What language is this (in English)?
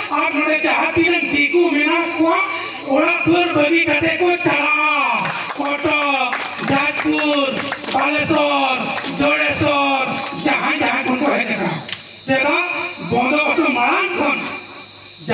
Santali